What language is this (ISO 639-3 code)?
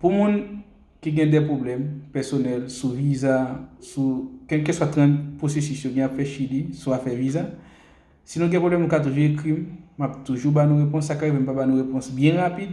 hat